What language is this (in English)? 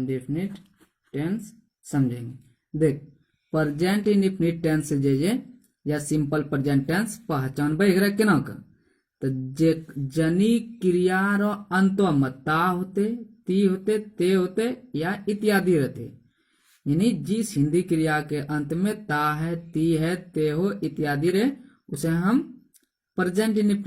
Angika